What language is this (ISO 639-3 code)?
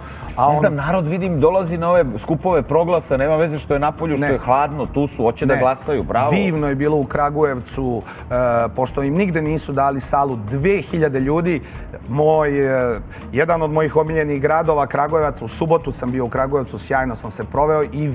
srp